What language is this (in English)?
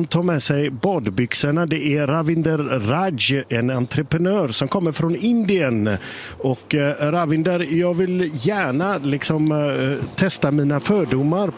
Swedish